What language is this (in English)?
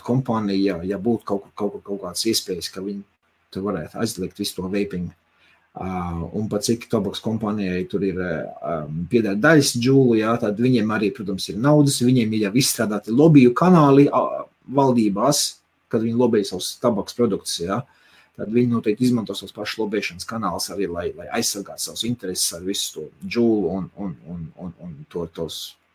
Latvian